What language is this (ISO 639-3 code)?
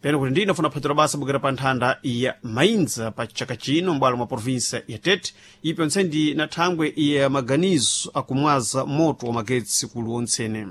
seh